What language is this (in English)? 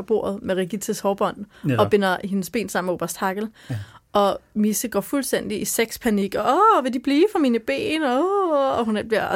Danish